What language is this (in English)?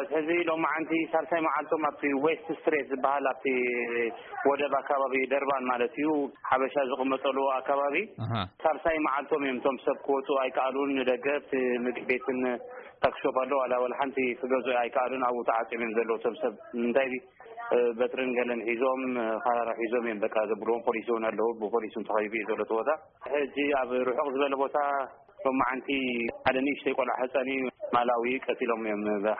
Tigrinya